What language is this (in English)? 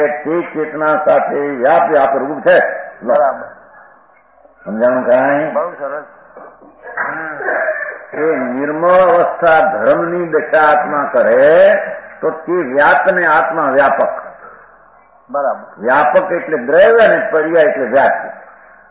Gujarati